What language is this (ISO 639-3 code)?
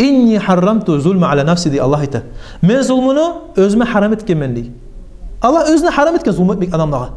kum